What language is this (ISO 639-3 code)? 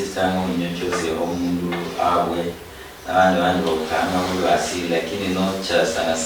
luy